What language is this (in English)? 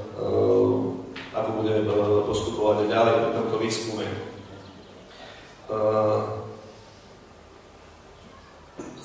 Slovak